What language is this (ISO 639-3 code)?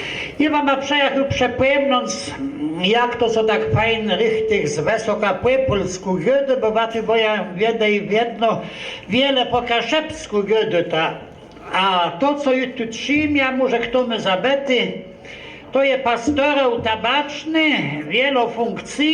csb